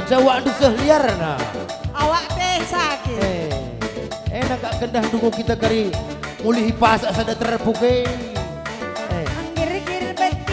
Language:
Batak Karo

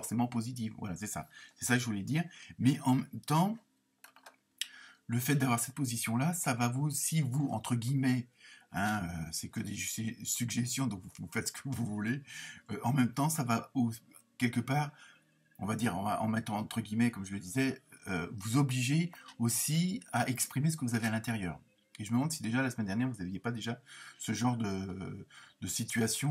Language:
French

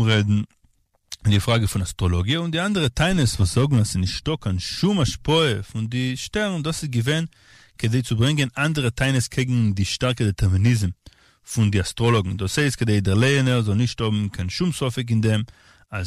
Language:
Yiddish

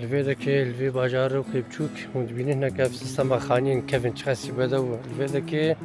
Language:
Kurdish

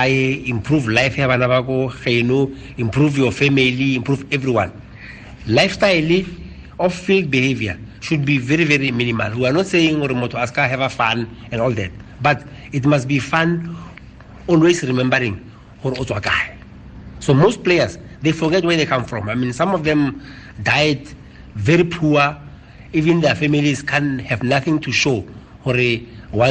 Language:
Tswana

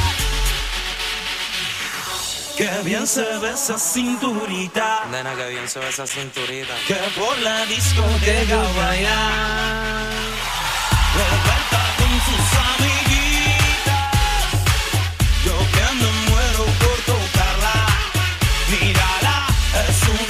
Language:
Spanish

